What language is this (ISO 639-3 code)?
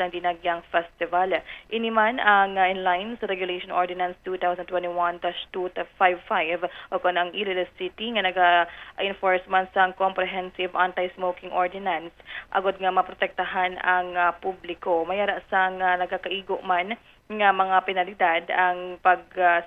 hil